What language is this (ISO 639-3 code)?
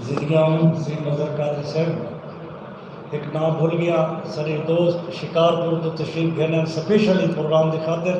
skr